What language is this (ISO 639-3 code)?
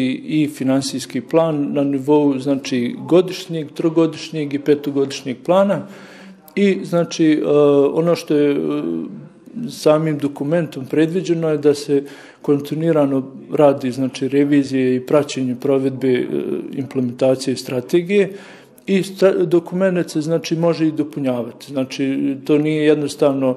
bos